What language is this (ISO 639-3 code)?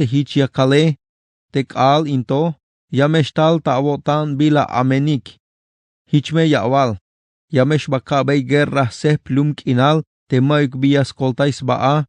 tzh